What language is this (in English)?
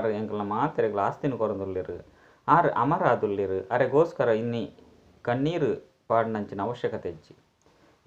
Tulu